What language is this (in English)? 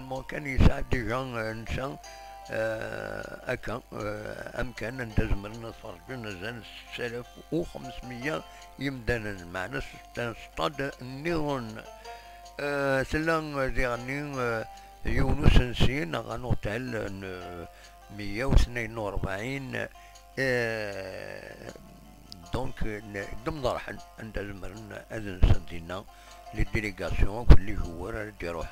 Kabyle